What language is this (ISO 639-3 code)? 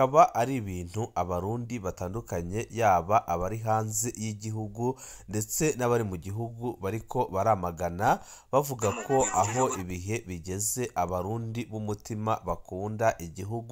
run